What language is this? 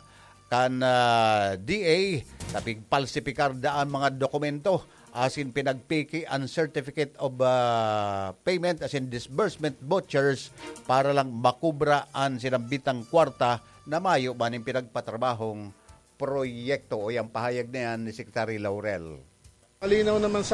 Bikol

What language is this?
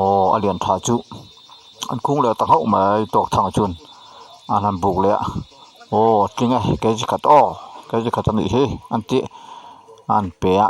Mizo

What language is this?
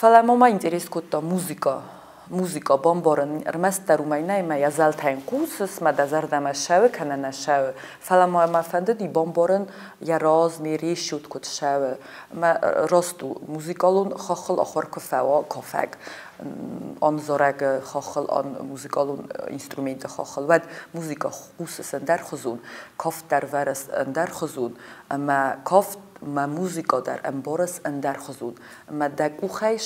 Ossetic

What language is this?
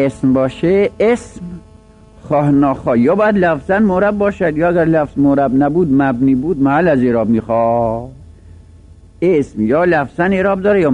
Persian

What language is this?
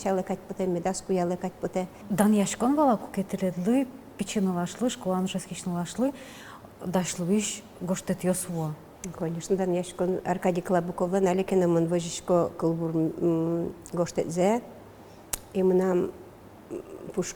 Udmurt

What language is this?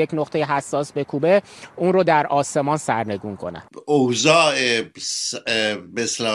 Persian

